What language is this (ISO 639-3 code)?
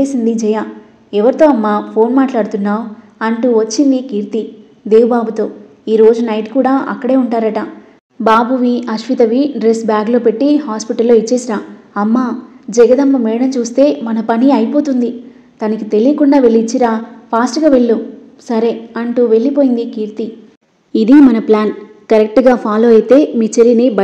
tel